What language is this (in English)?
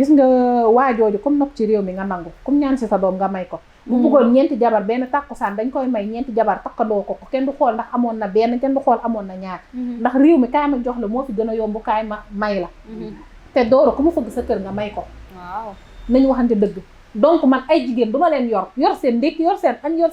Wolof